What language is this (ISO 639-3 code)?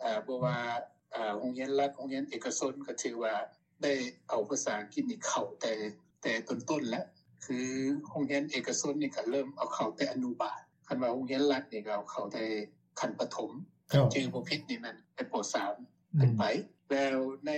lao